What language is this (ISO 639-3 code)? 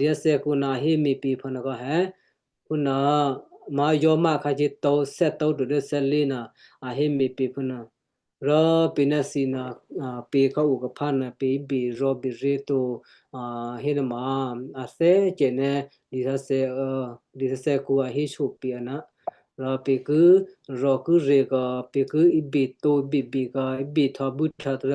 kyu